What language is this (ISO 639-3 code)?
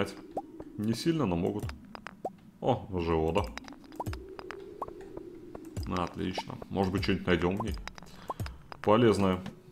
rus